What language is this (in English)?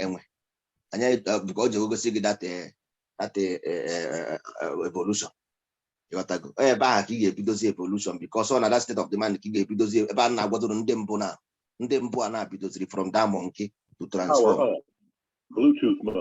Igbo